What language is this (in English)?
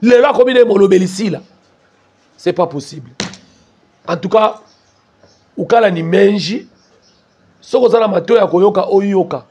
Lingala